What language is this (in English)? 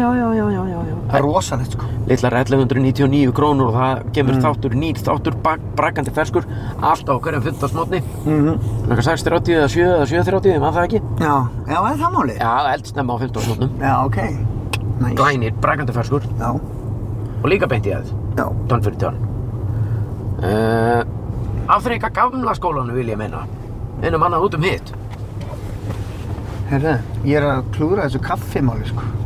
Icelandic